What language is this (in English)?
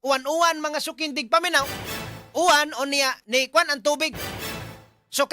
Cebuano